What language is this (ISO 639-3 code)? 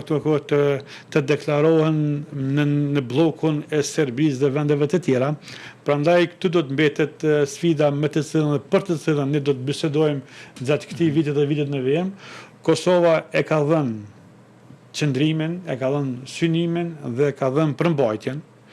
sqi